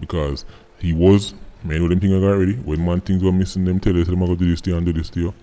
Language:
Jamaican Creole English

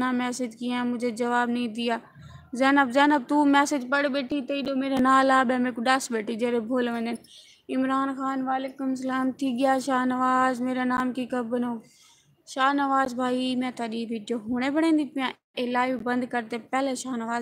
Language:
Saraiki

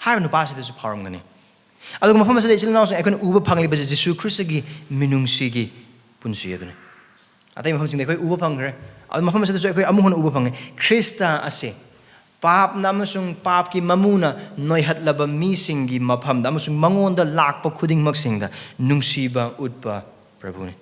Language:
Manipuri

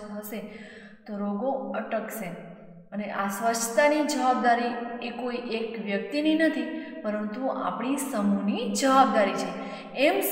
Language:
Gujarati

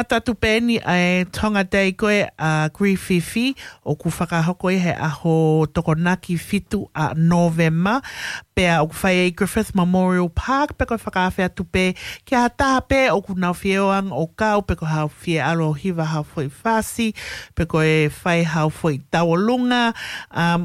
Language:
Tongan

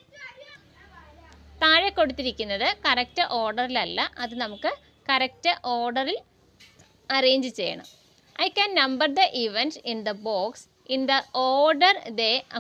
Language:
Malayalam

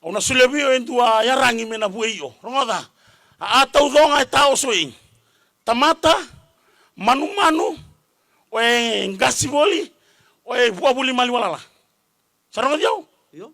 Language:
Fijian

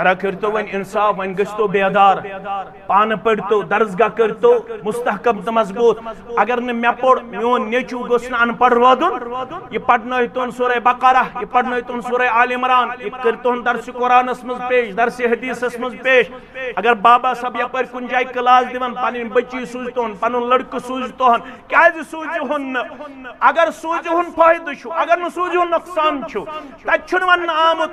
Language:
Kashmiri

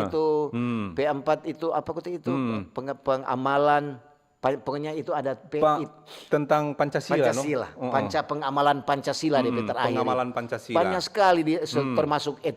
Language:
Manado Malay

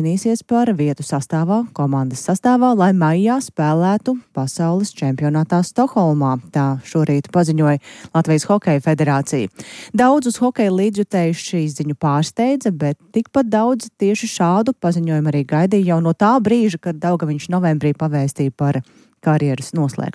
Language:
Latvian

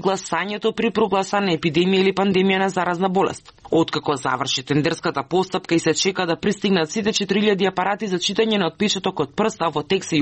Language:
Macedonian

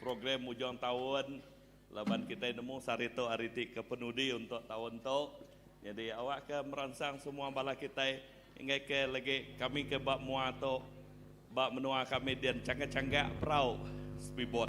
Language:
Iban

